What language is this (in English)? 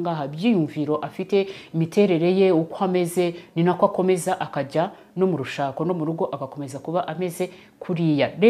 Kinyarwanda